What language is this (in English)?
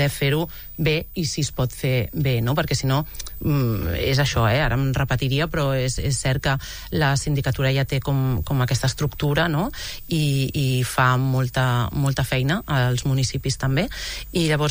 Catalan